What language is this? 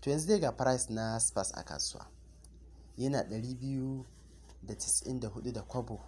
Hausa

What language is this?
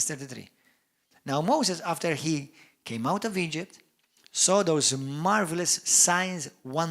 English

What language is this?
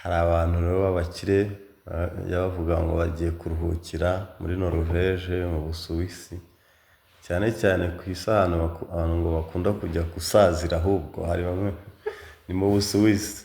Kinyarwanda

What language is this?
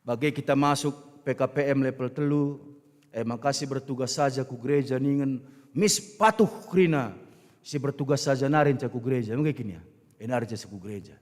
Batak Karo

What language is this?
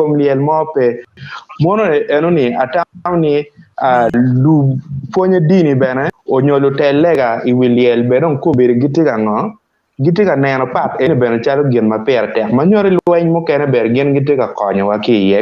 Acoli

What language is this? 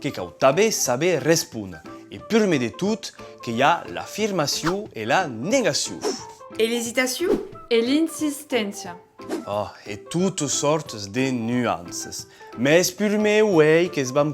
Occitan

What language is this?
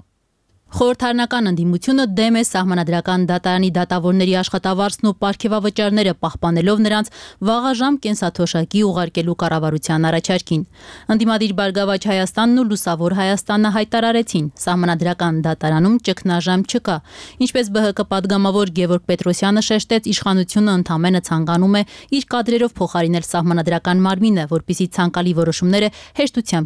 Armenian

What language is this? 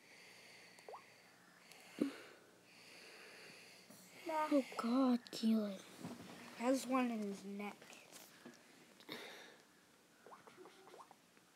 English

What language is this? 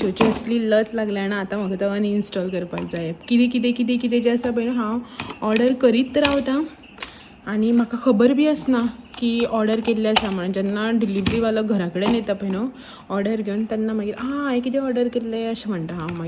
Konkani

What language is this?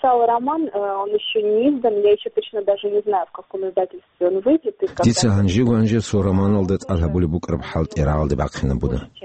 Avaric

